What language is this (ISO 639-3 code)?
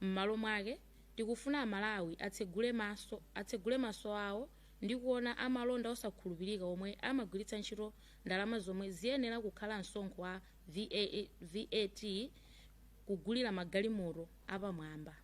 nya